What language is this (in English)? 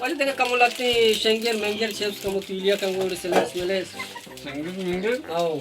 Baluchi